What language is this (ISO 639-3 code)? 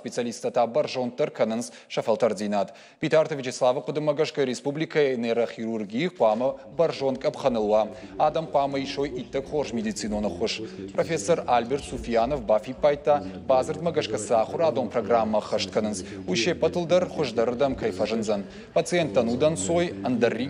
oss